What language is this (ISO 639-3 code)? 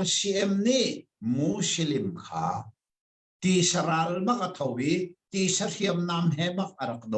cnh